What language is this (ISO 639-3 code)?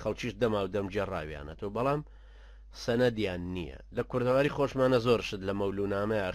ckb